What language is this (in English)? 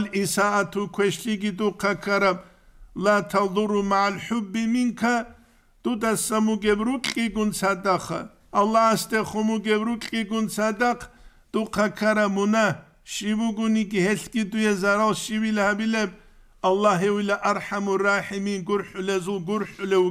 Avaric